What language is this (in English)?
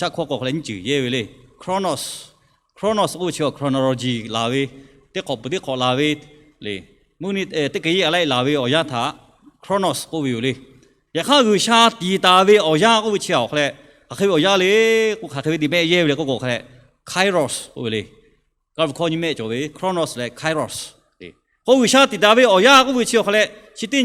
Lahu